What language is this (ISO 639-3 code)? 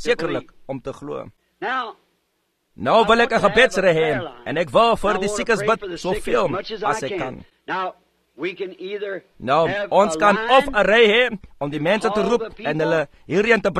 afr